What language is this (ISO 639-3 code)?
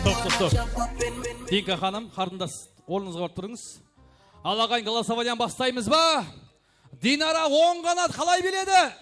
kaa